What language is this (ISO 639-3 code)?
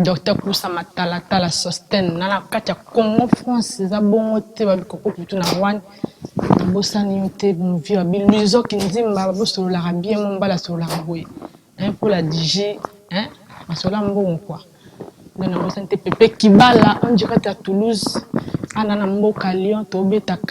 lin